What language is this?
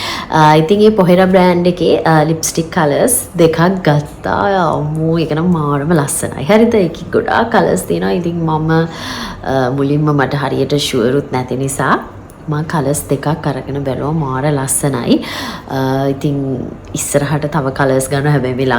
Sinhala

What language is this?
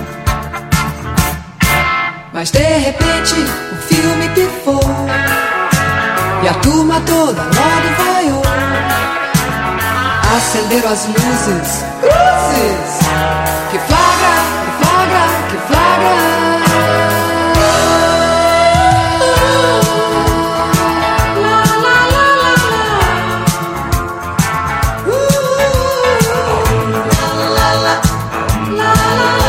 Portuguese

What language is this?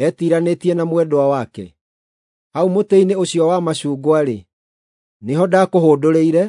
Kikuyu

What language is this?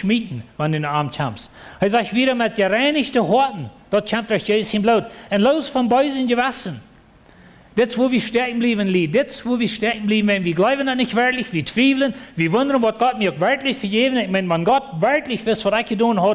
Plautdietsch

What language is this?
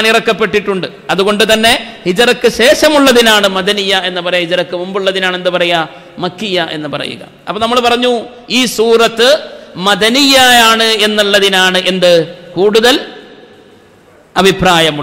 Malayalam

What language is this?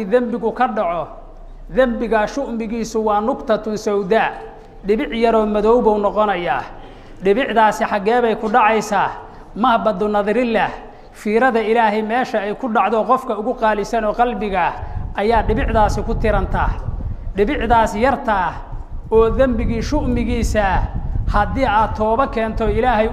Somali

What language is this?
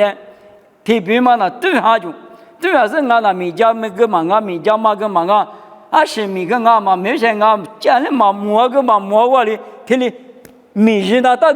Lisu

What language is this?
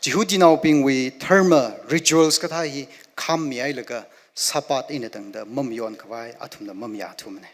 Tangkhul Naga (India)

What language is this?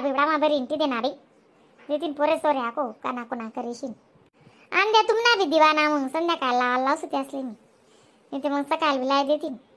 Khandesi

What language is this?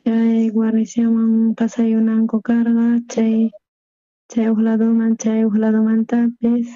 South Bolivian Quechua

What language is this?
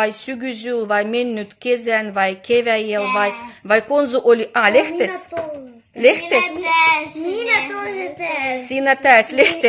Livvi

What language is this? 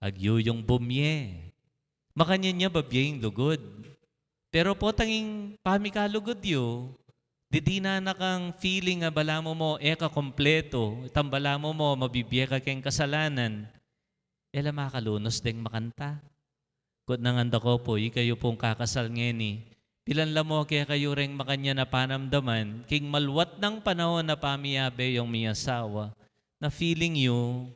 Pampanga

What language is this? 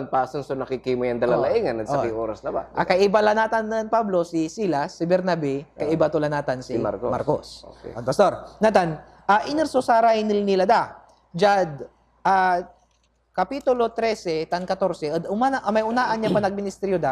Pangasinan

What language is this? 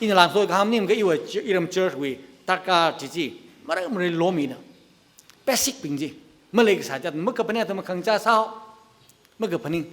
Tangkhul Naga (India)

